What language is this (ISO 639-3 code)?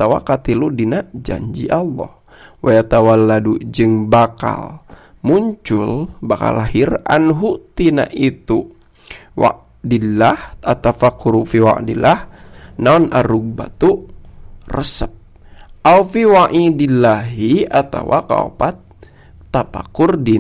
sun